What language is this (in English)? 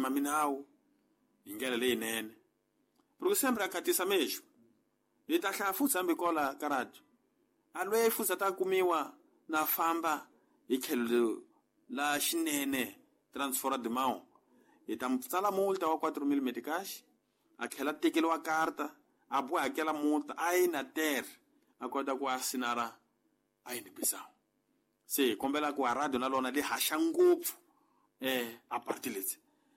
Tsonga